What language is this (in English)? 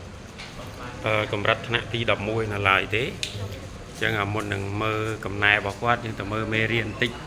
Khmer